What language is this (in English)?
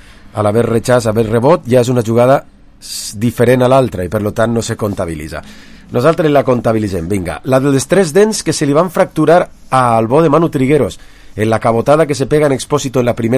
Catalan